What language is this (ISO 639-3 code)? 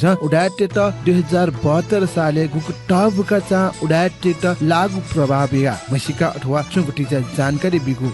new